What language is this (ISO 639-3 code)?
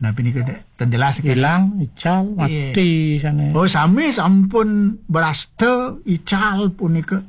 ban